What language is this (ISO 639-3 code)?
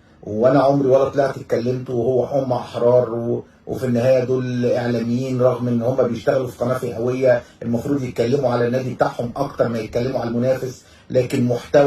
arz